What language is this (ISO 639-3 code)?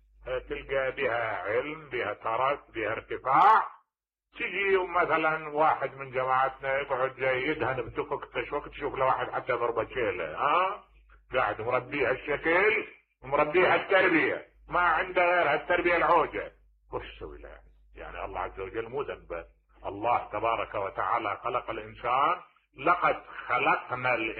acm